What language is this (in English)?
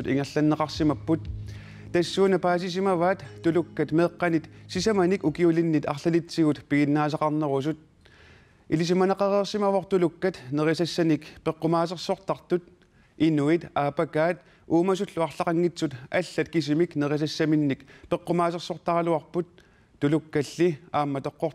Kalaallisut